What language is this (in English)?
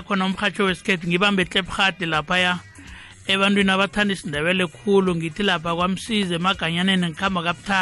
South Ndebele